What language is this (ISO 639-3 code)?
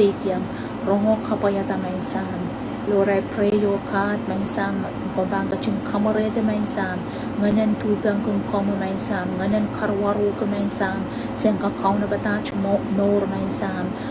pon